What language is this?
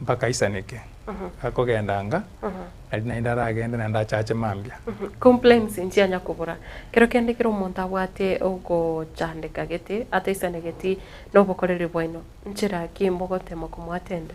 Gusii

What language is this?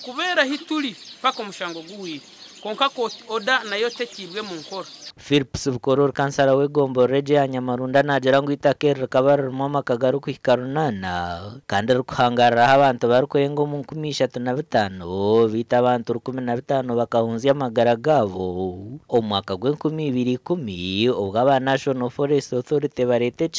Nyankole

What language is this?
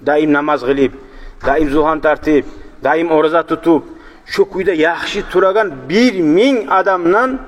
Kumyk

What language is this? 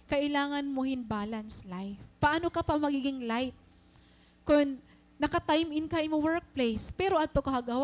Waray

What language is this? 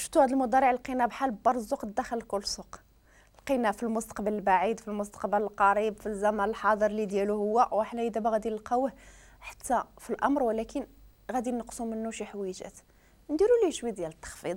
Moroccan Arabic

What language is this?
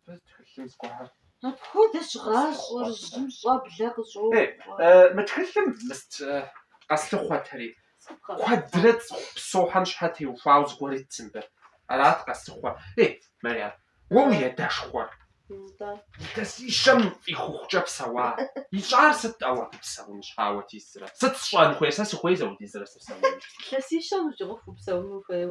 Kabardian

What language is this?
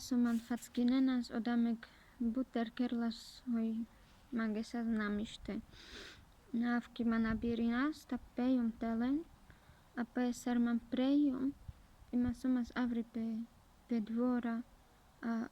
Carpathian Romani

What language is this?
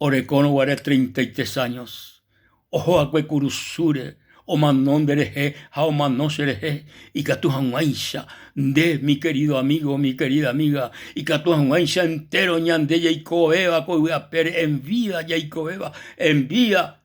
Guarani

